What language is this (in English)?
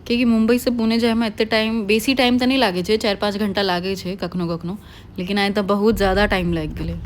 Maithili